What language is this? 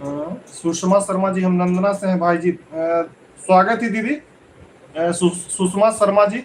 Magahi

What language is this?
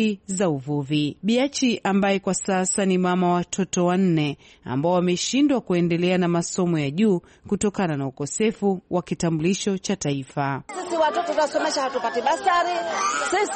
Swahili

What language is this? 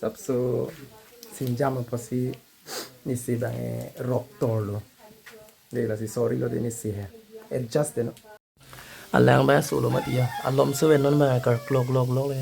Karbi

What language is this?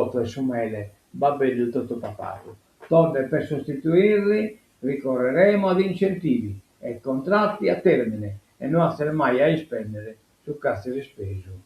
Sardinian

